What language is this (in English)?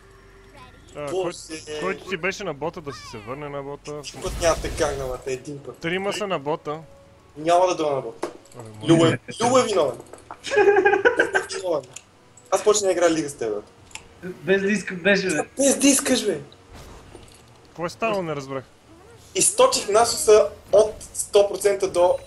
Bulgarian